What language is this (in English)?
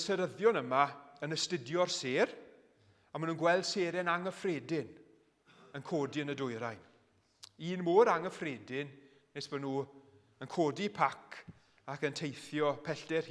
Welsh